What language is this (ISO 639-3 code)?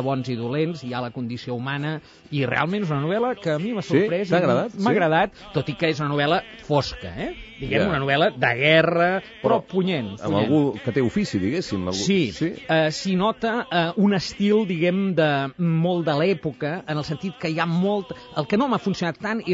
cat